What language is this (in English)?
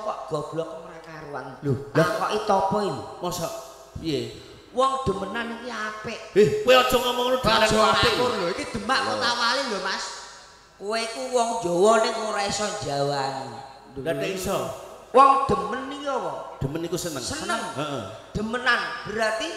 Javanese